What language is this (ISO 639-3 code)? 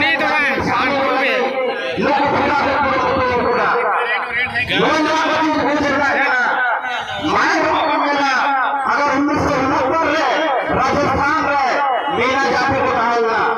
sat